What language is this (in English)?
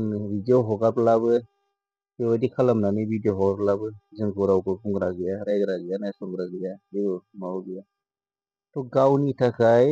Bodo